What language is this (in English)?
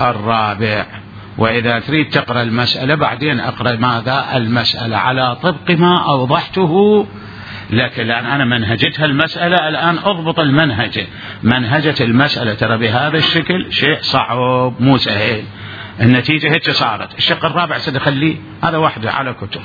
Mesopotamian Arabic